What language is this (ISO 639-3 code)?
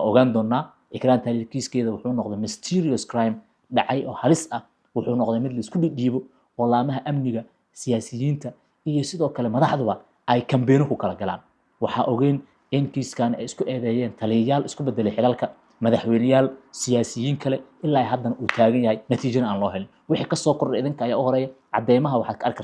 som